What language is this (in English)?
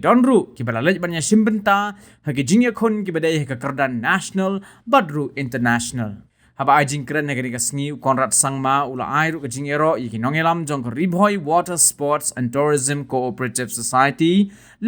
Khasi